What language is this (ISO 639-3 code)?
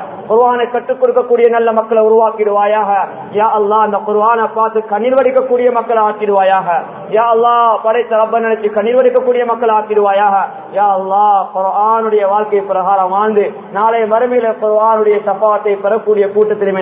tam